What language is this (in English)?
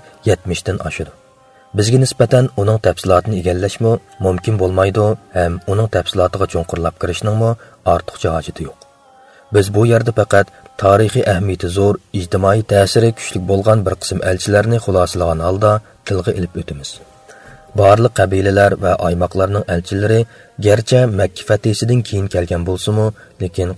Uyghur